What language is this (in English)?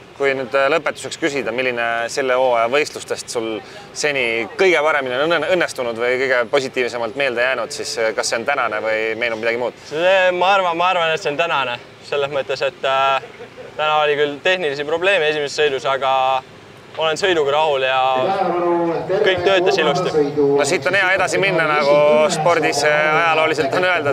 Estonian